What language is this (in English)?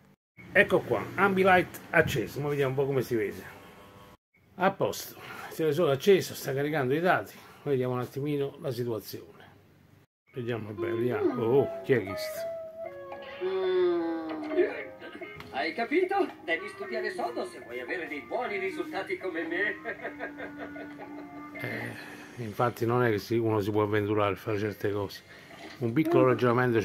Italian